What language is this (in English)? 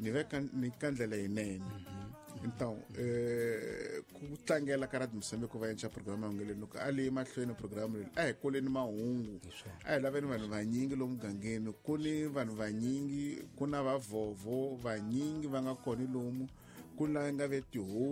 Tsonga